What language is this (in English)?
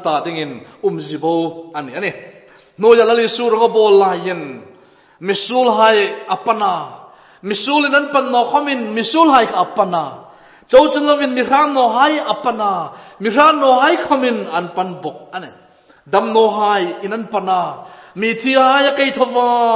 Hmar